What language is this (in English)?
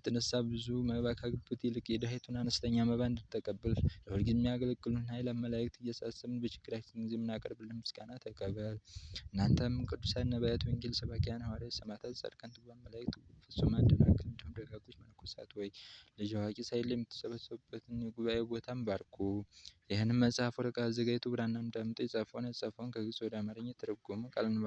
Amharic